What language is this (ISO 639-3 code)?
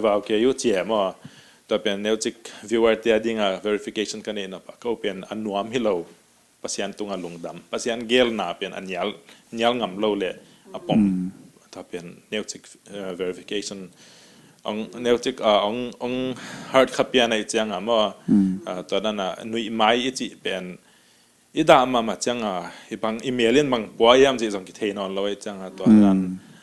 ctd